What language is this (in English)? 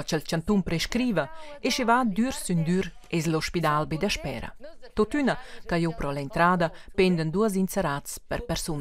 Romansh